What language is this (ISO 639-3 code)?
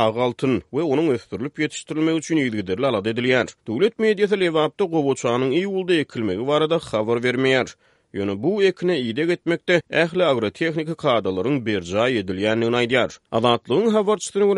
tuk